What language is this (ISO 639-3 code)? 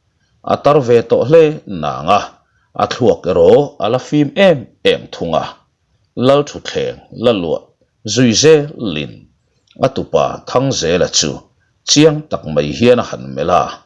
lus